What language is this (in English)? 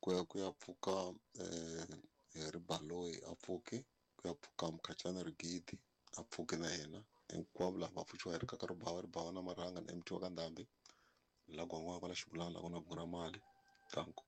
Tsonga